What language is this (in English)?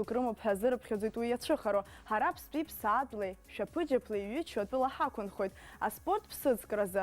Abkhazian